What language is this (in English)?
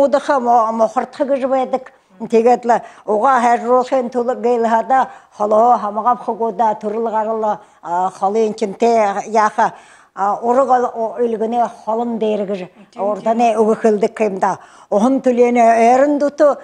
Buriat